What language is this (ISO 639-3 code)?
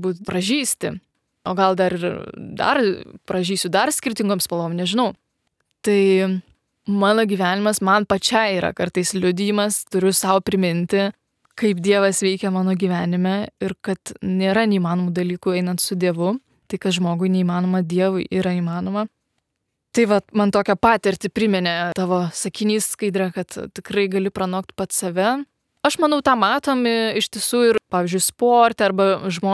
lit